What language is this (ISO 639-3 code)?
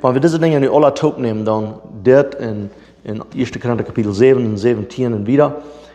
pdt